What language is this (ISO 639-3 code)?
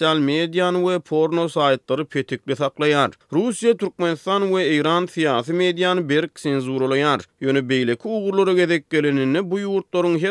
tuk